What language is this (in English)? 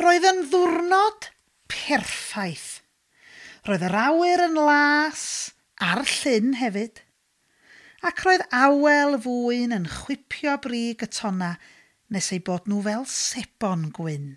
Welsh